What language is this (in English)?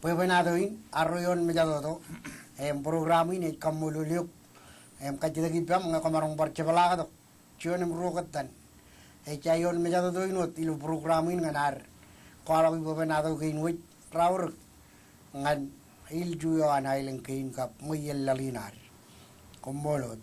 Marshallese